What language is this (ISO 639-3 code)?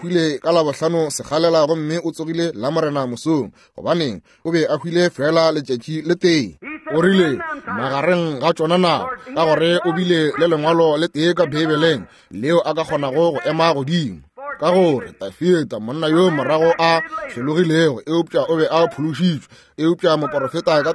nso